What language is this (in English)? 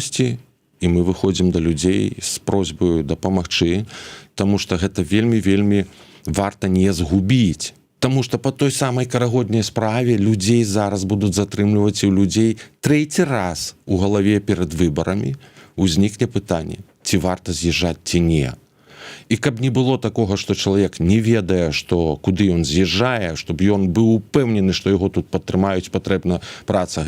Belarusian